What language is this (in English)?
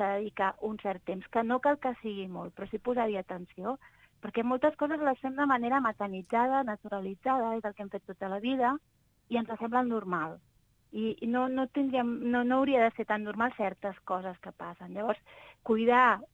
Catalan